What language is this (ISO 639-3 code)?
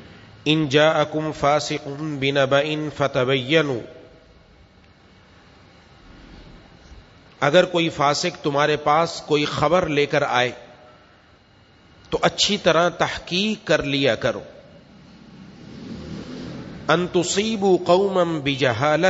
urd